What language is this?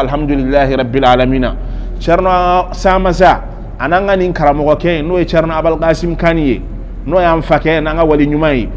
Bambara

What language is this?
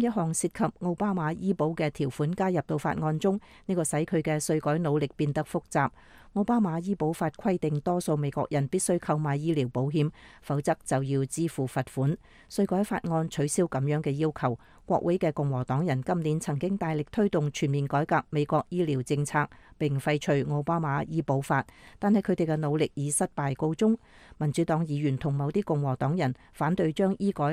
Cantonese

